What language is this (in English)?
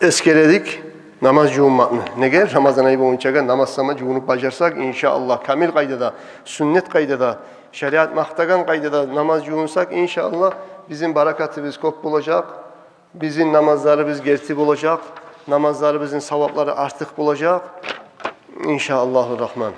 Kumyk